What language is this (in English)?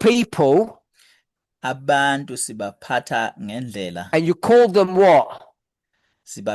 Zulu